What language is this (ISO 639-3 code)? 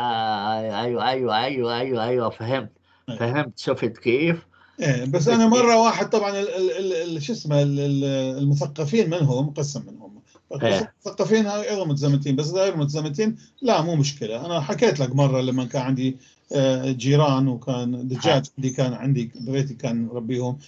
apc